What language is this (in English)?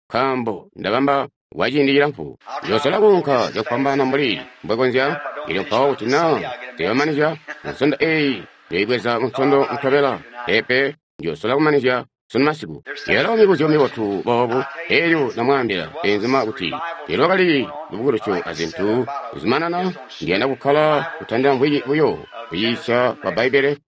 Tonga (Zambia)